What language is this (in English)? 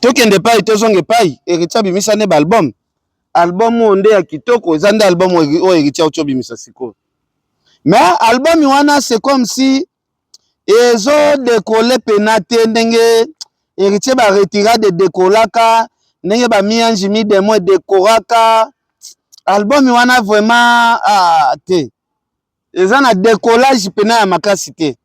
Lingala